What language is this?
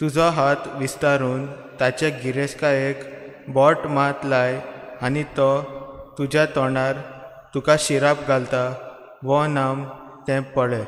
Konkani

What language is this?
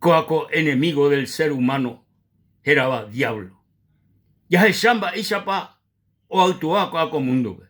Guarani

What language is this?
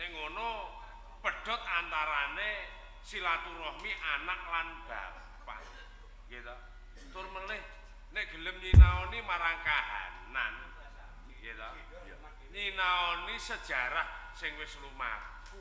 Javanese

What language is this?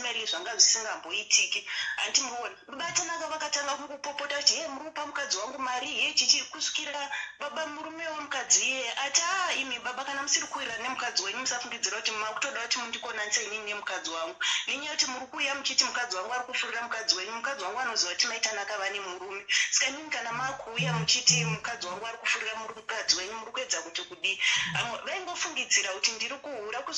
Shona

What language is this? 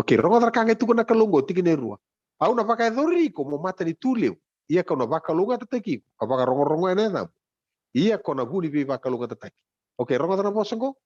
Fijian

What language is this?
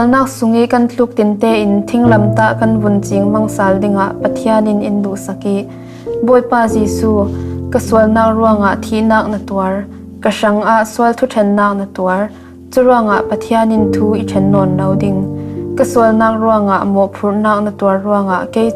Falam Chin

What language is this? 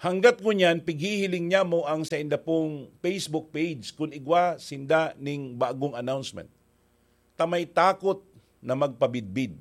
Bikol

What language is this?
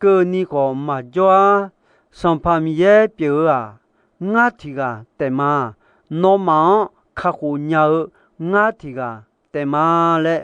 Akha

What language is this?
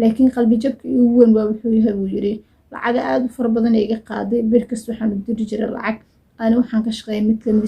Somali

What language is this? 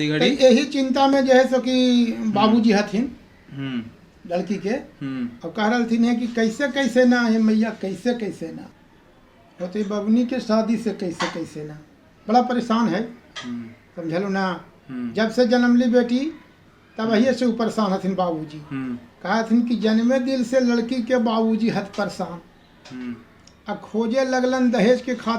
Magahi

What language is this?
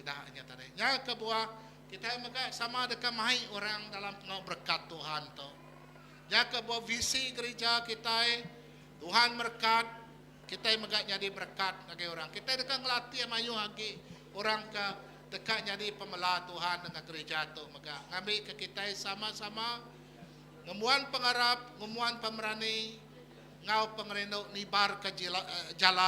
Iban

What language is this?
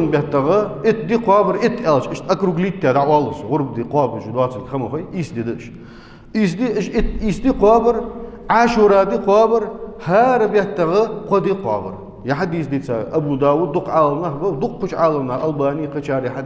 Ingush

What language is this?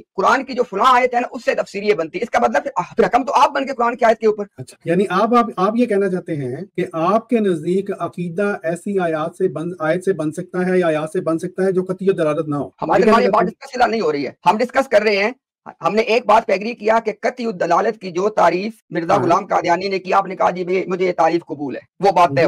Urdu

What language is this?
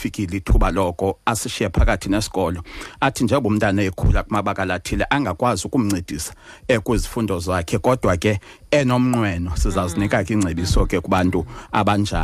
Xhosa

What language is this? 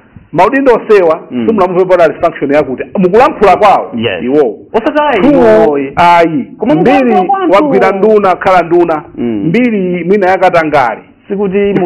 Nyanja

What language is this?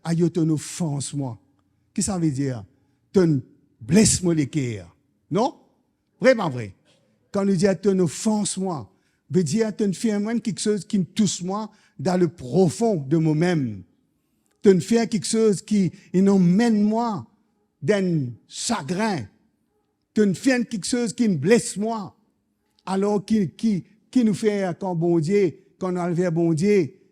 Morisyen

